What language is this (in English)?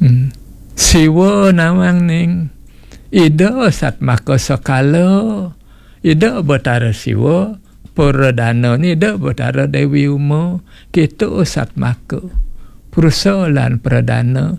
Balinese